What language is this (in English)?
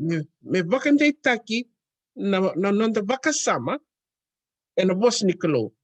Fijian